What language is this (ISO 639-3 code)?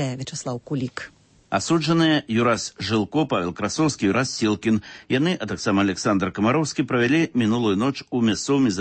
bel